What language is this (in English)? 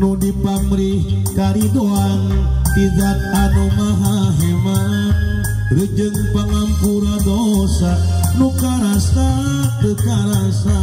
Sundanese